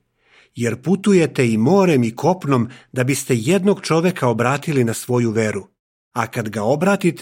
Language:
Serbian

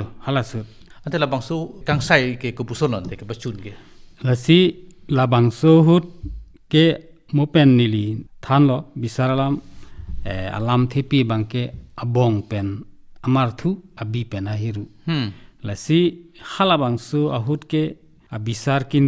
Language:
Karbi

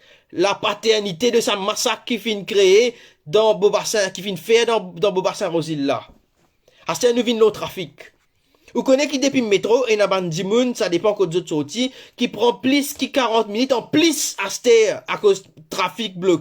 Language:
Morisyen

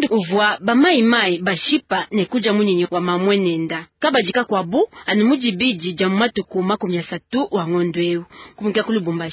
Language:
Luba-Lulua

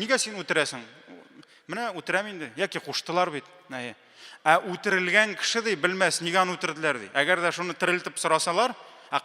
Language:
Tatar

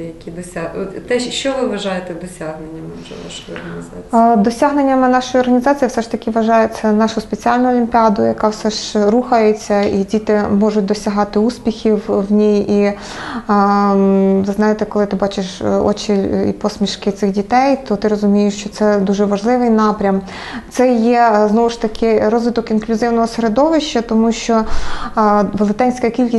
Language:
Ukrainian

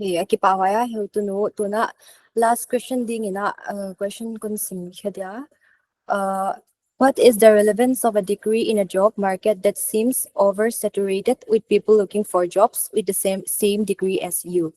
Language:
Paite Chin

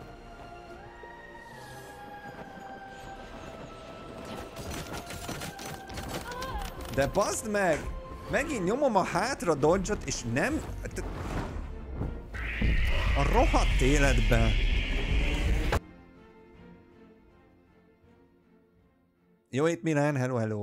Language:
Hungarian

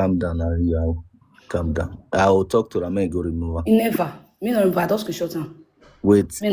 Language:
Nigerian Pidgin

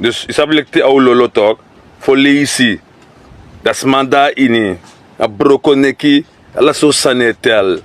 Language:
Sranan Tongo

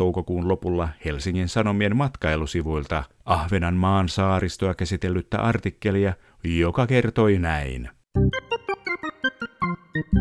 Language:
Finnish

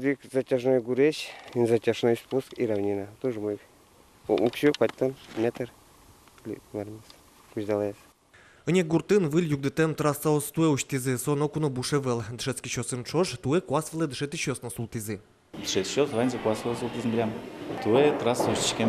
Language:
Udmurt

